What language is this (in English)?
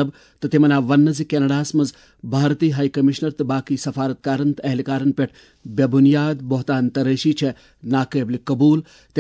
Kashmiri